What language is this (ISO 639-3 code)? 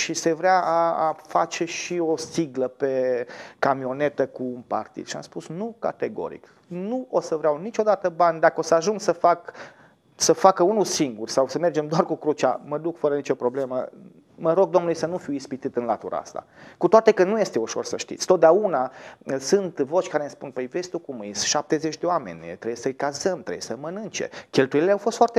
ron